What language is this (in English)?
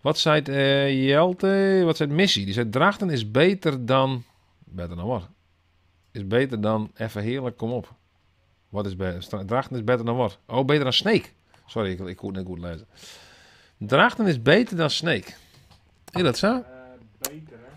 Western Frisian